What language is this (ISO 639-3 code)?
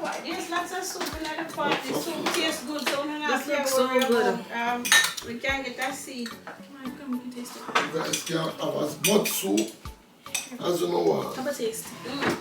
jam